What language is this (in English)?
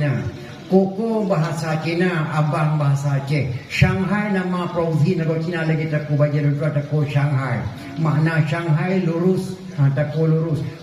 Achinese